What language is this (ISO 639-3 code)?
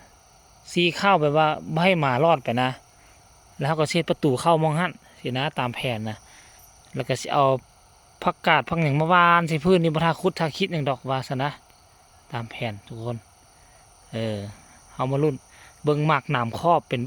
lao